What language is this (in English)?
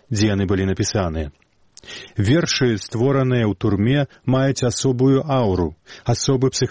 Belarusian